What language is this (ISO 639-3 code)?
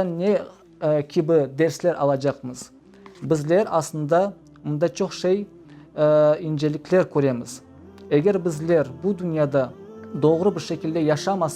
crh